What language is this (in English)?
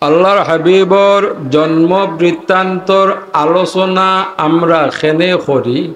Sylheti